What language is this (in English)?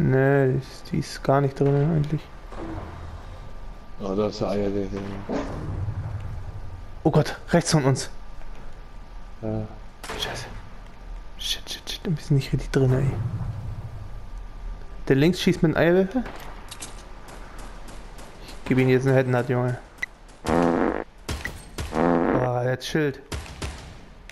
German